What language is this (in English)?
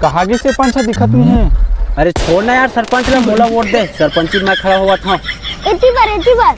Chhattisgarhi